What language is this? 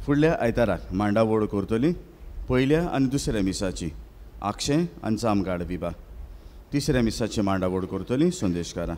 Konkani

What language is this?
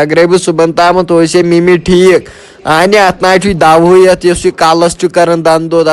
Kashmiri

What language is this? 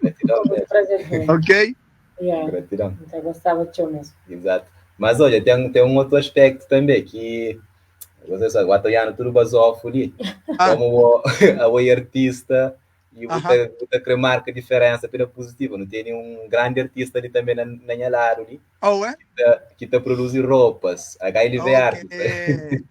Kabuverdianu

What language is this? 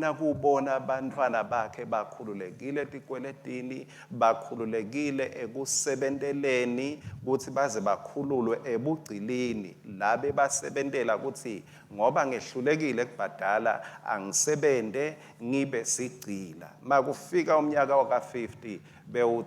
Swati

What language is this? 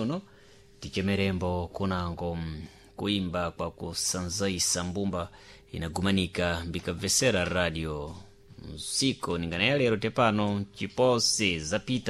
Sena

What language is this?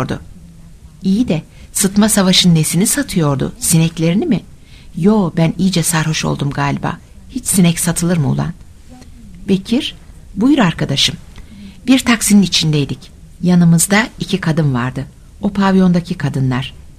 Turkish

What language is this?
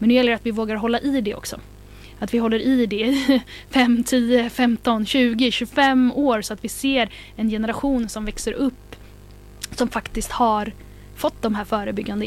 Swedish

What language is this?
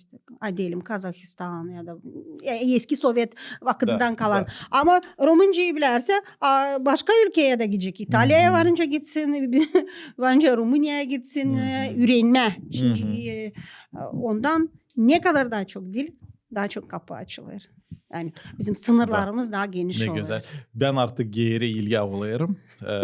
Gagauz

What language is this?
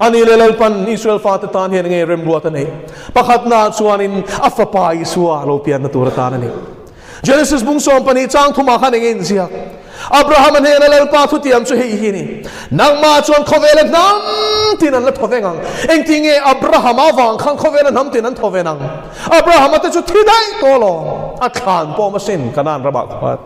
Mizo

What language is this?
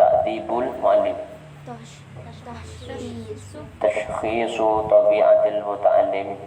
Madurese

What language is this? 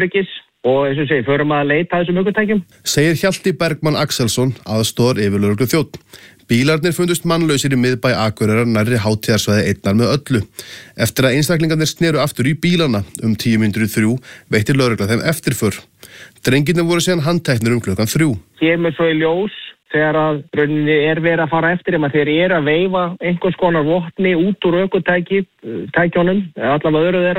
Icelandic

